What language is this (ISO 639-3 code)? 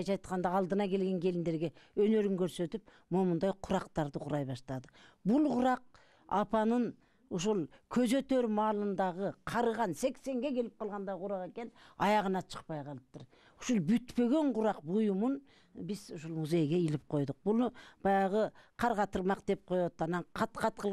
kir